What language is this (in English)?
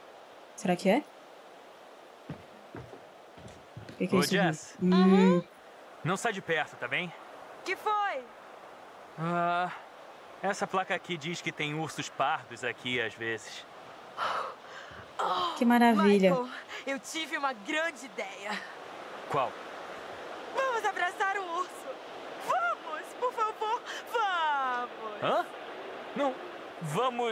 Portuguese